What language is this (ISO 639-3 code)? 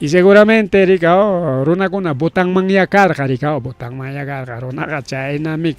quy